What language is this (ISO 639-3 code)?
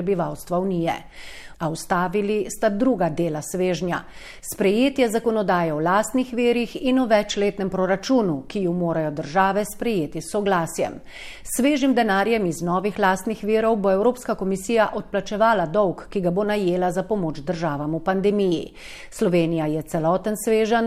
slv